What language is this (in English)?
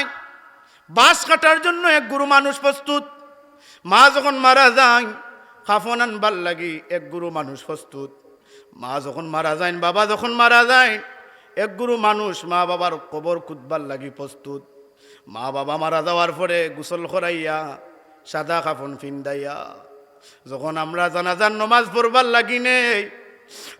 Sylheti